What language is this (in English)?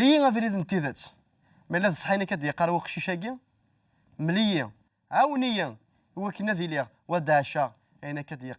Kabyle